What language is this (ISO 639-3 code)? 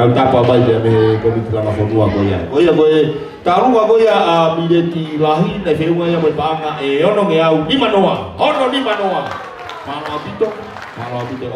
ton